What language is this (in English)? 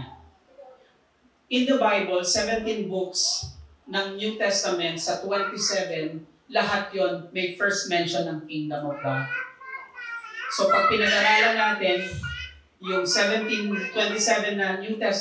Filipino